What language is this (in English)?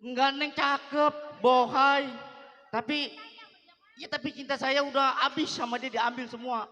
Betawi